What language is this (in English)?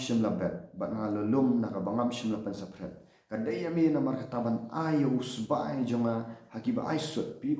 Khasi